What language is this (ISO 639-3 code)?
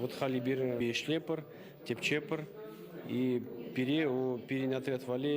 chv